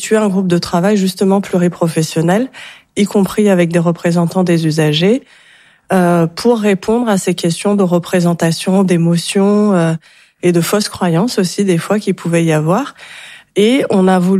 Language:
French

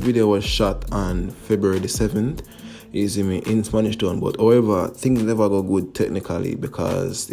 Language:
Jamaican Creole English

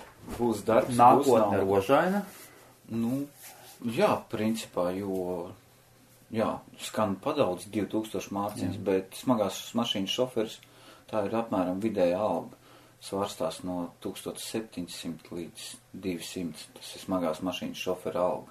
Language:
Latvian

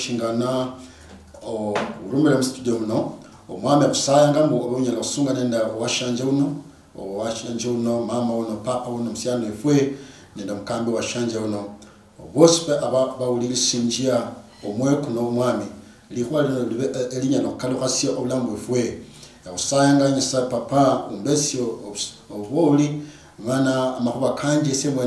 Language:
Luyia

